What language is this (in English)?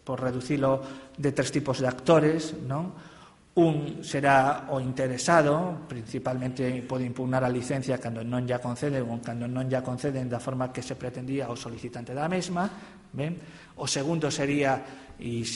Galician